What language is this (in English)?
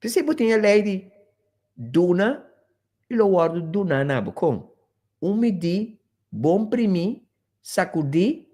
Papiamento